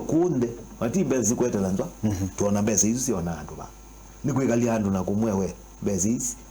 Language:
Kamba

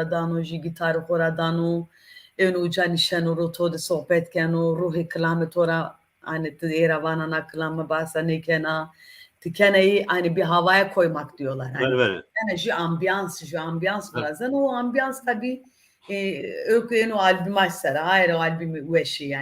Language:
Zaza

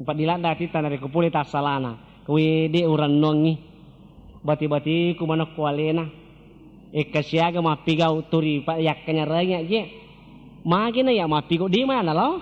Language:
Buginese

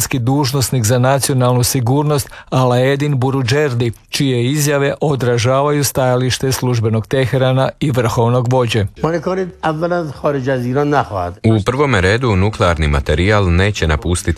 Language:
Croatian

